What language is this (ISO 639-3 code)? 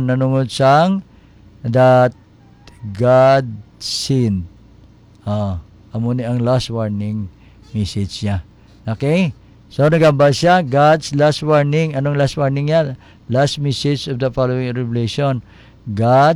hil